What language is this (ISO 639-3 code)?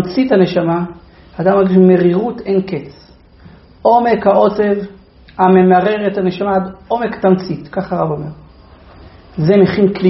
heb